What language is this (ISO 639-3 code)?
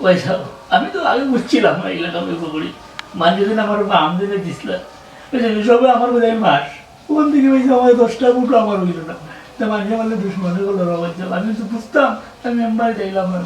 syl